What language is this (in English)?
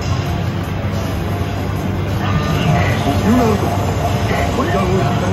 Japanese